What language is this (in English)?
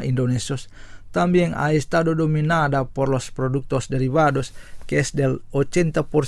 Spanish